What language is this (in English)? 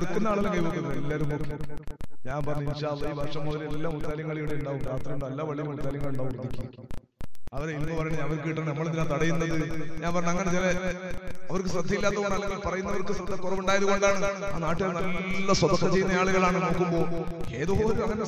Malayalam